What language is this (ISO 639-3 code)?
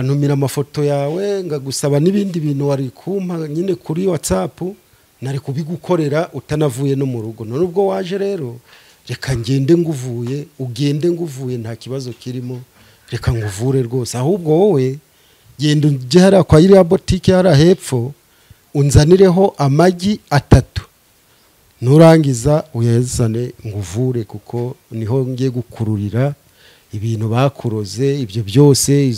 kin